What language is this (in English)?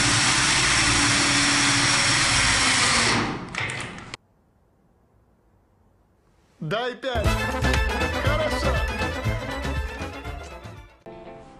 Russian